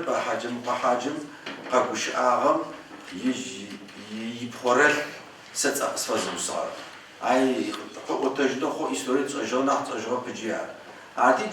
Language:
Adyghe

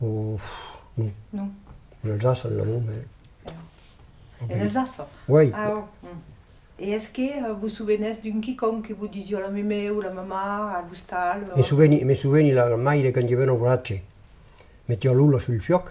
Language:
Occitan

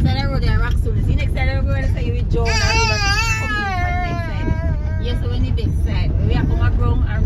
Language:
Jamaican Creole English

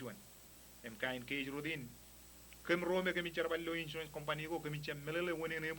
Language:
Marshallese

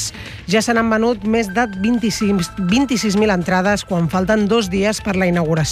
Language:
Catalan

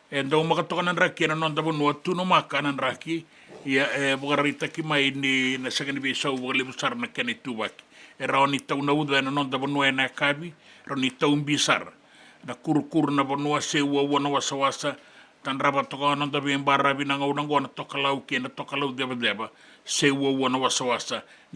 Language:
Fijian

